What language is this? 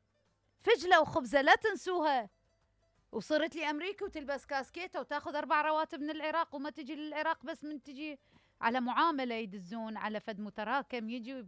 Mesopotamian Arabic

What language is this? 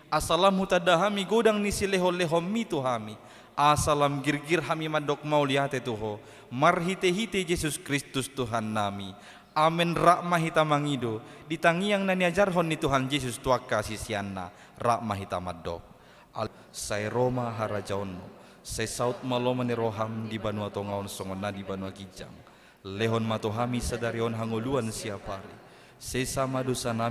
Batak Toba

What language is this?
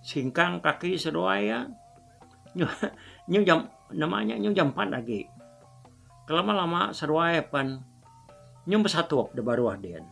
Iban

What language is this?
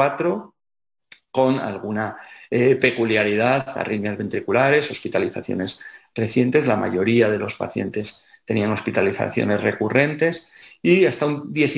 Spanish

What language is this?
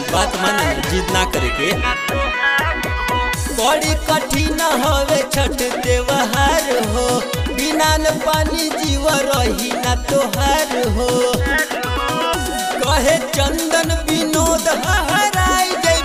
Bhojpuri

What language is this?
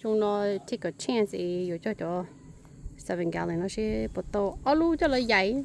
Hmong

